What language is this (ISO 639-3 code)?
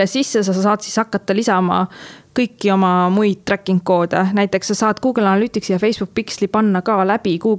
est